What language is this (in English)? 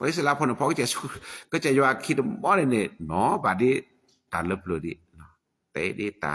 S'gaw Karen